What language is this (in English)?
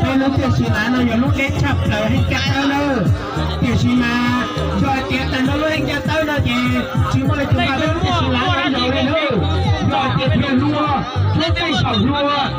Hmong